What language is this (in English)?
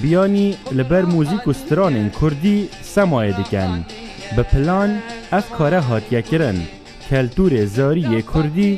Kurdish